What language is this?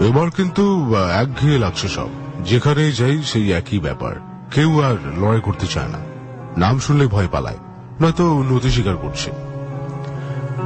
Bangla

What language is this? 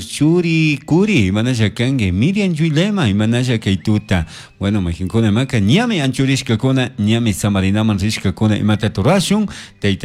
Chimborazo Highland Quichua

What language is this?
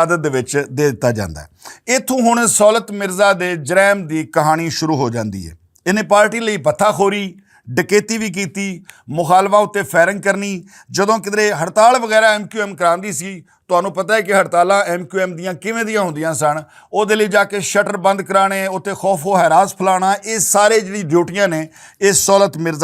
Western Panjabi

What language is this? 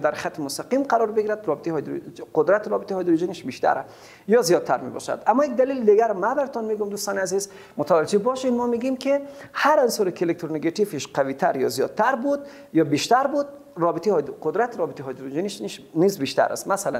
Persian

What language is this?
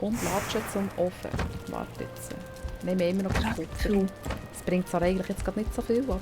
Swiss German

